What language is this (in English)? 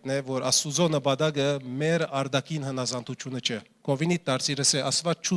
Western Armenian